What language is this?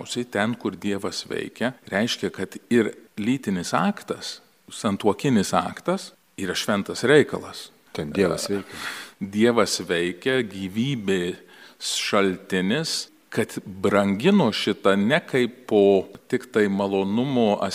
Lithuanian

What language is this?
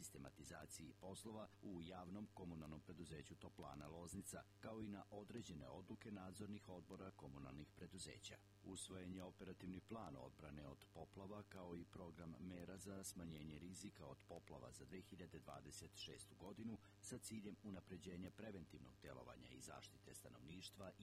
Serbian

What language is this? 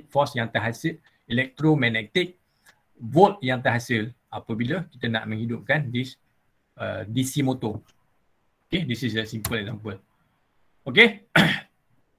Malay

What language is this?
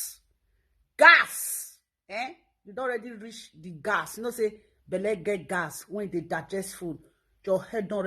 Nigerian Pidgin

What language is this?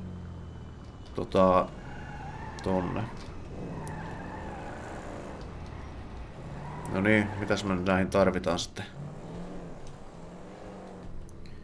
Finnish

